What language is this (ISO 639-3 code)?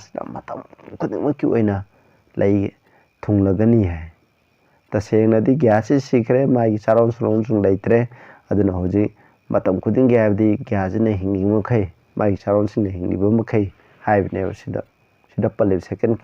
mni